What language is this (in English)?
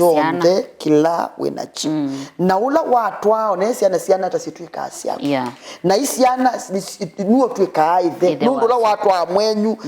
Kamba